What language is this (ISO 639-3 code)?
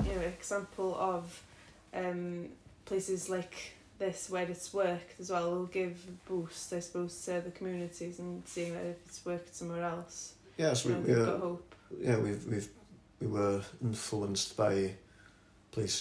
eng